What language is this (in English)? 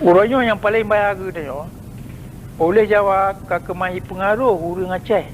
Achinese